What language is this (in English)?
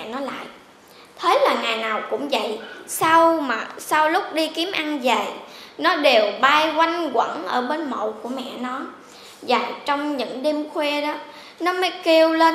Vietnamese